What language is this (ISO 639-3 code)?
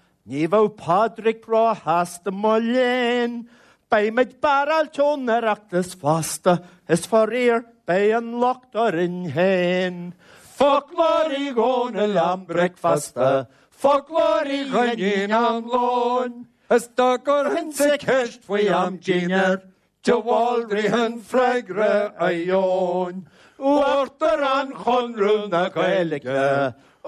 gle